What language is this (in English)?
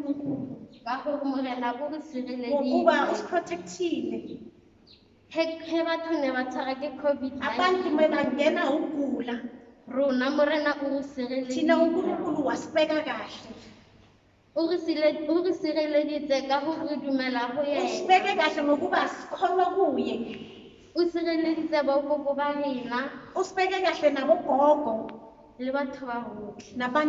Tswana